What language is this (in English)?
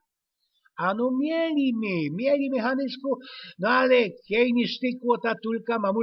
Silesian